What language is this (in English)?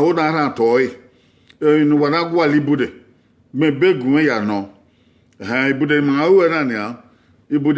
Bini